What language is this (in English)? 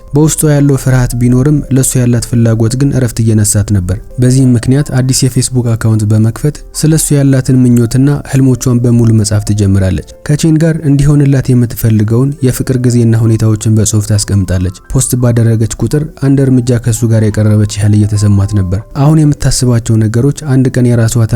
Amharic